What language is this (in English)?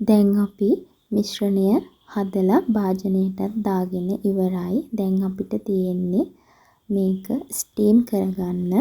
Sinhala